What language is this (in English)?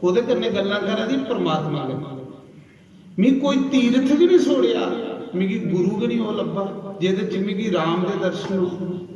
Dogri